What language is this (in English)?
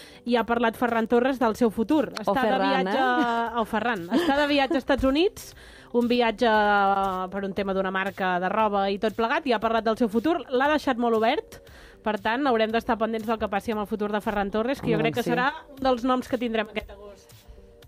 Catalan